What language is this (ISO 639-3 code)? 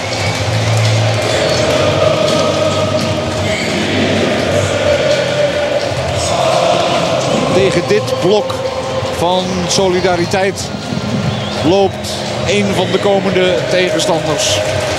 nld